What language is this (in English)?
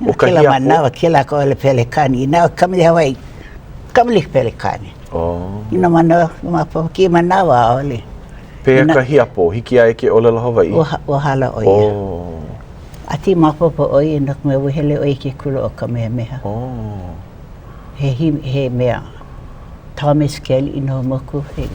Hawaiian